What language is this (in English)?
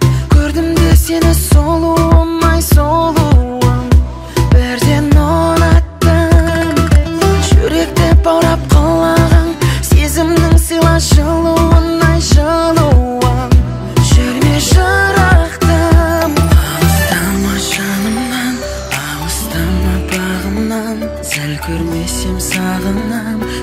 Kazakh